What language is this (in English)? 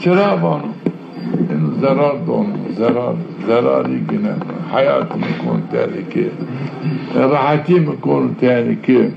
Zaza